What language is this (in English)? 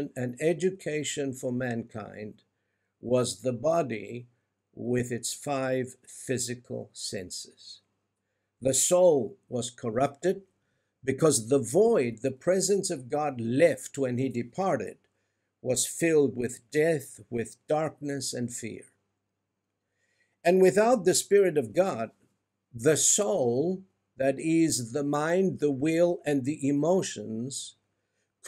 English